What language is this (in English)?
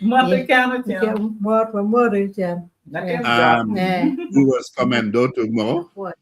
Acoli